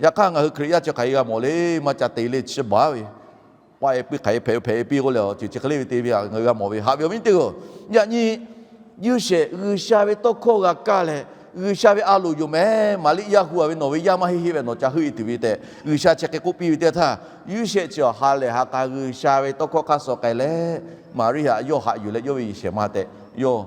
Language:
Lahu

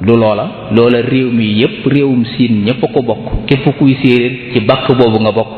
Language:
Wolof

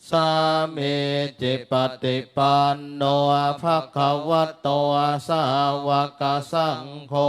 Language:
Pali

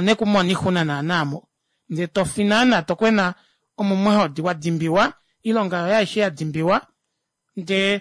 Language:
Kuanyama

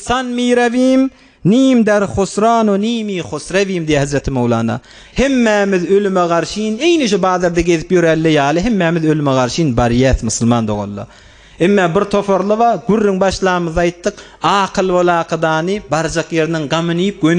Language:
Turkmen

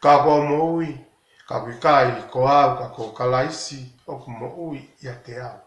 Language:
Tongan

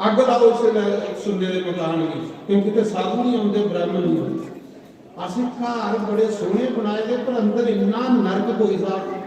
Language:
Dogri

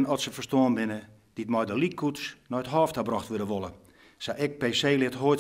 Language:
Western Frisian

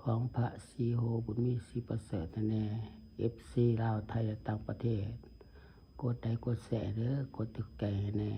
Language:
Lao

